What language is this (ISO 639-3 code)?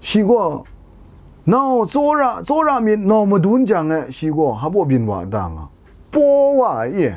kac